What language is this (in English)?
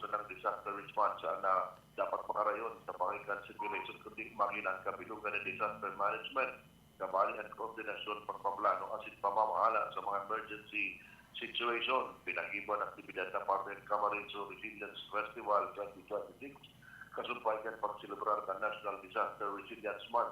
Bikol